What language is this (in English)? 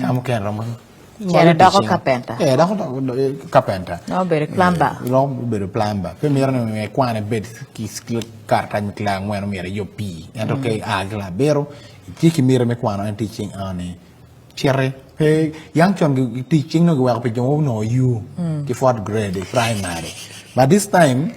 Acoli